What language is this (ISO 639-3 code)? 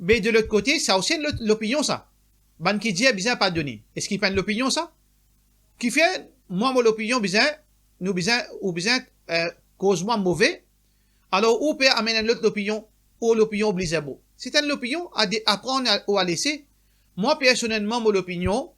mfe